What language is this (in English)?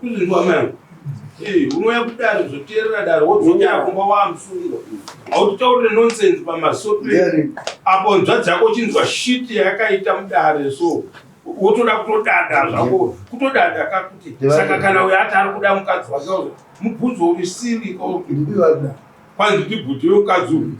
Shona